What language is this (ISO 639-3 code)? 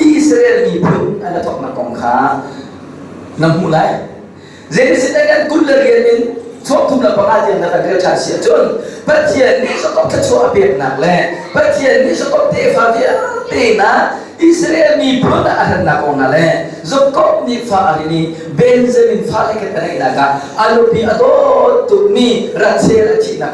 cnh